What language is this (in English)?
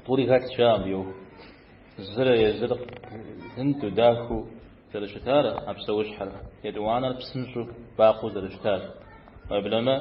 Kabardian